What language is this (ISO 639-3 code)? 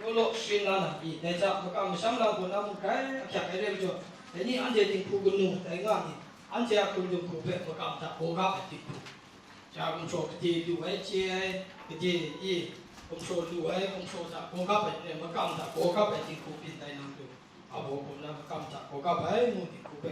kac